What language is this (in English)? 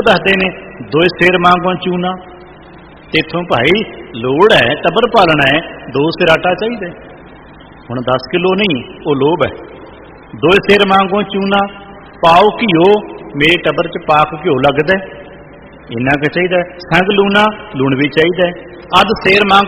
Punjabi